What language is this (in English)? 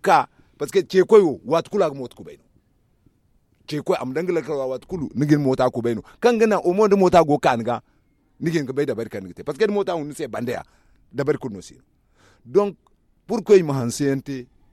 Zarma